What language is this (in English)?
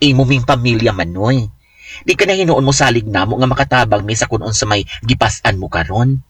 Cebuano